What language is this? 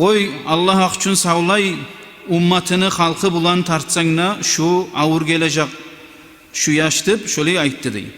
Kumyk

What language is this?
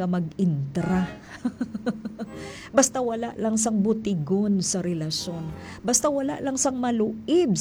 Hiligaynon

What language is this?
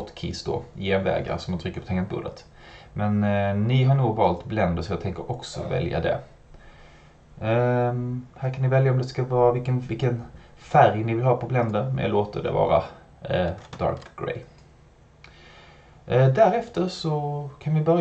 Swedish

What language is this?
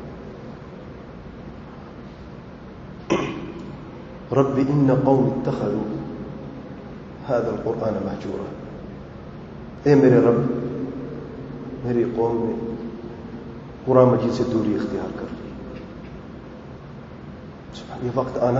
Urdu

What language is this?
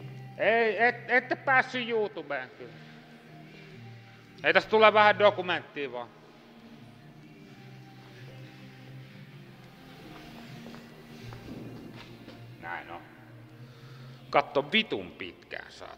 Finnish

